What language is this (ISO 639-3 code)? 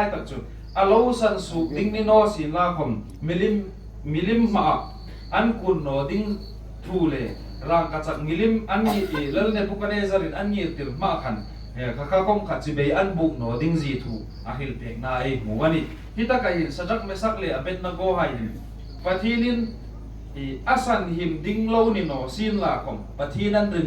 hmr